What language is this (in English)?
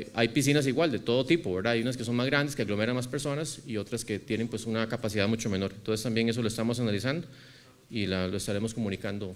Spanish